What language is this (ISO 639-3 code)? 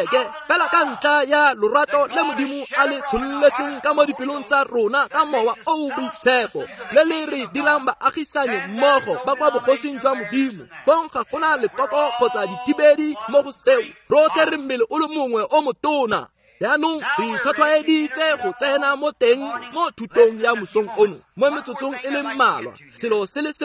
tsn